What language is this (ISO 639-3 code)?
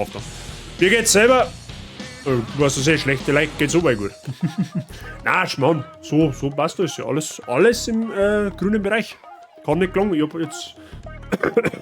bar